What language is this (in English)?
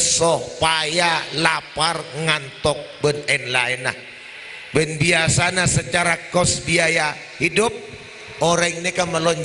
Madurese